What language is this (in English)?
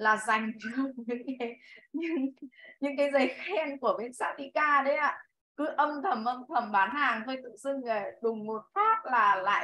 Vietnamese